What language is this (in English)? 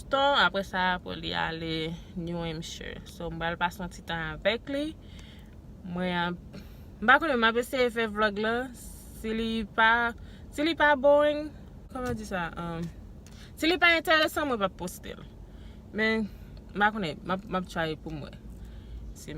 Haitian Creole